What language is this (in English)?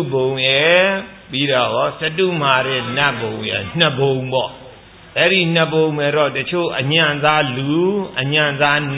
Burmese